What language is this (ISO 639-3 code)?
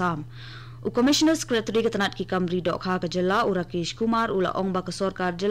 kha